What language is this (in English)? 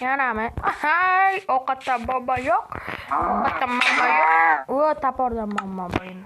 Uzbek